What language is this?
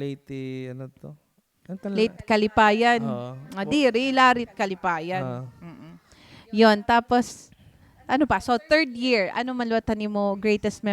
Waray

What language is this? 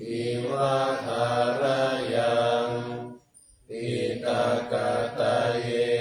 Pali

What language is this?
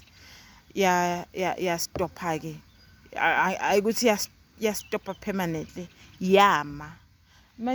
Zulu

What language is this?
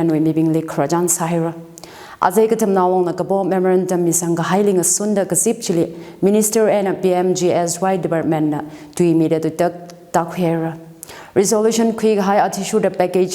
Tangkhul Naga (India)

